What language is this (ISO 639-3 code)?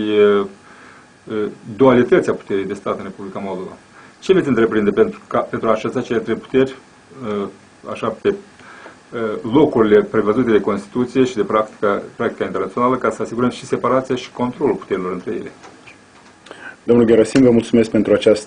ron